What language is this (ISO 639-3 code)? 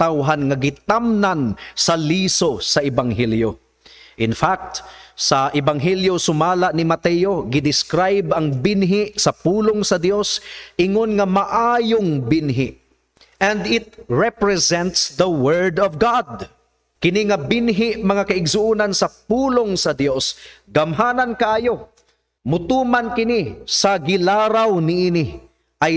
ceb